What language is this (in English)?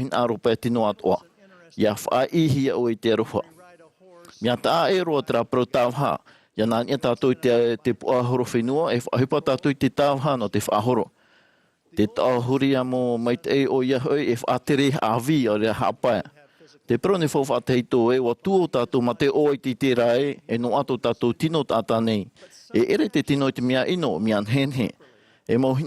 Tahitian